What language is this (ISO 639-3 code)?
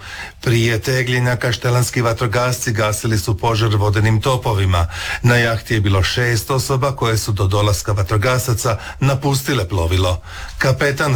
hrv